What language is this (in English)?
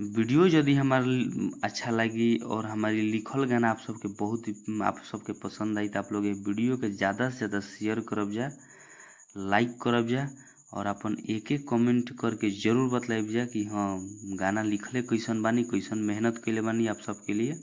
Bhojpuri